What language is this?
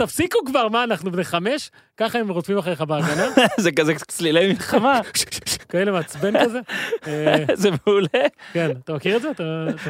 Hebrew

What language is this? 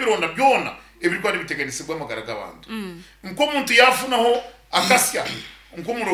Nyankole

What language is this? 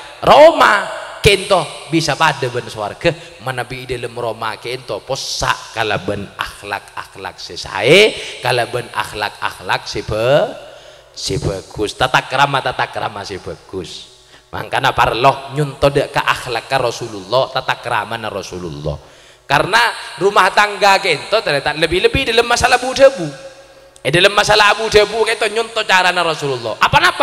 Madurese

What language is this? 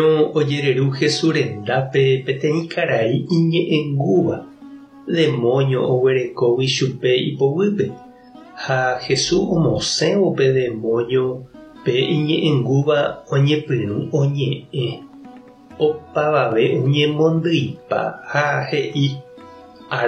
Guarani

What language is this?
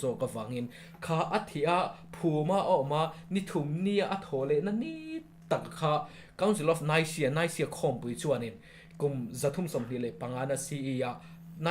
Mizo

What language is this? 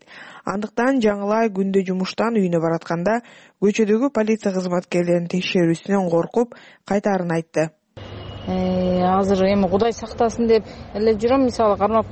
Kyrgyz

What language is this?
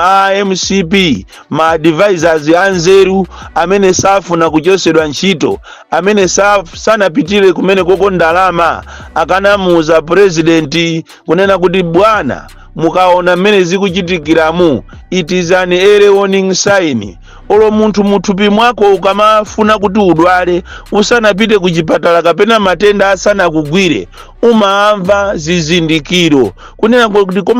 Nyanja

